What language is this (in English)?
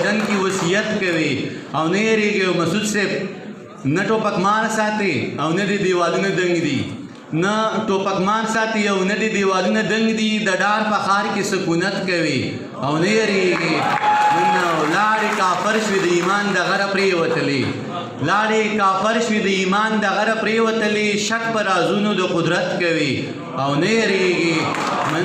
Pashto